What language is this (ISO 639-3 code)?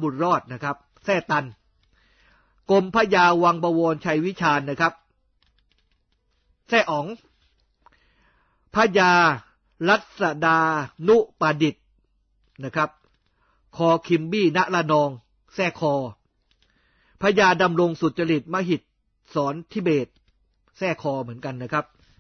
tha